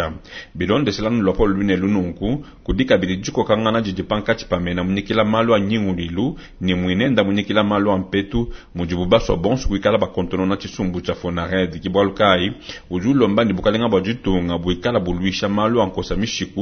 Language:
Luba-Lulua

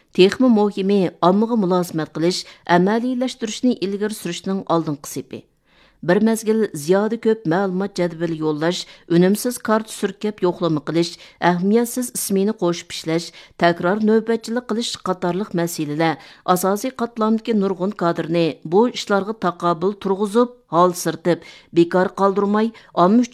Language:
Uyghur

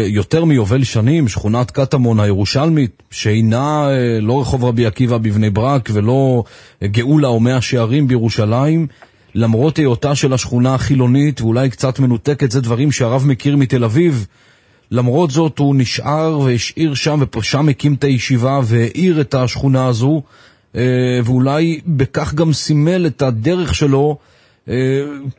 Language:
Hebrew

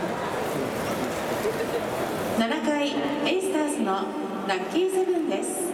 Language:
Japanese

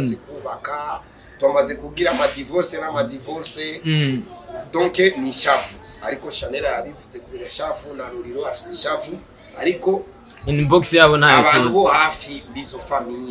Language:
Rundi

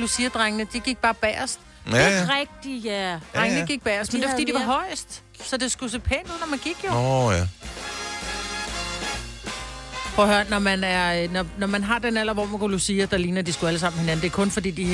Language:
Danish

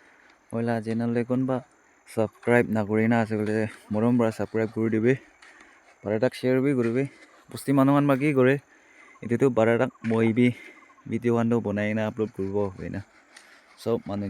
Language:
Naga Pidgin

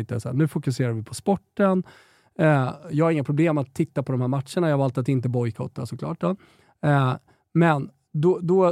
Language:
Swedish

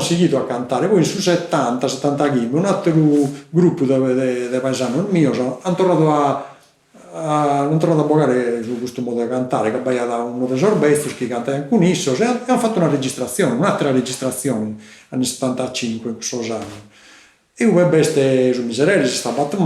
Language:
Sardinian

